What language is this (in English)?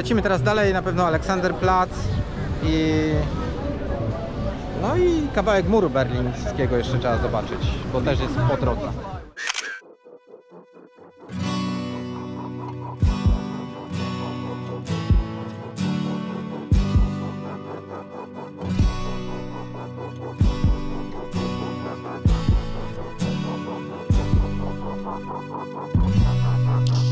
Polish